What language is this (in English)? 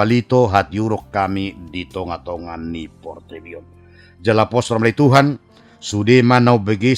Batak Toba